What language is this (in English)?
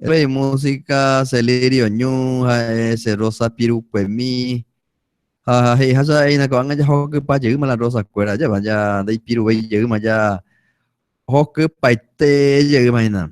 Guarani